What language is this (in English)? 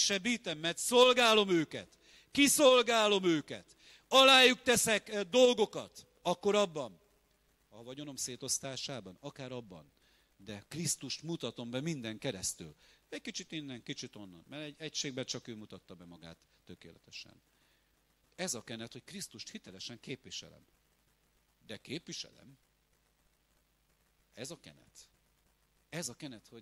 Hungarian